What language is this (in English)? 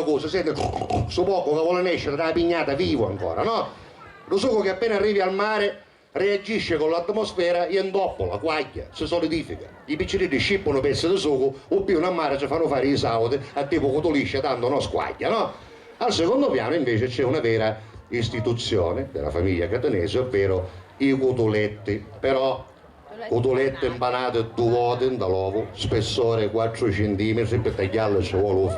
Sicilian